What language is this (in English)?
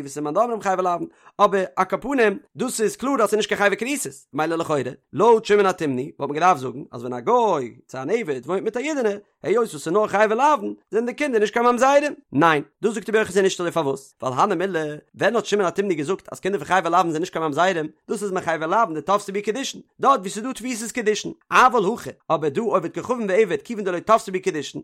Yiddish